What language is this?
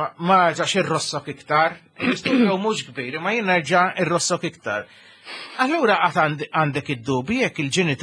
Maltese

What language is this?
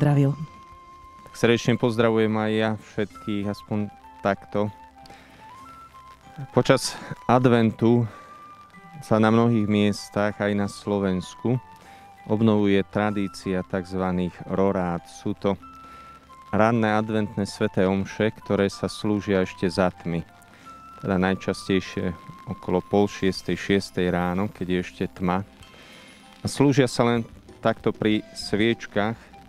Slovak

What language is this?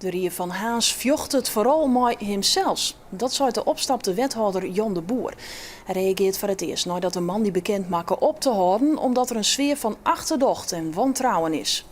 Western Frisian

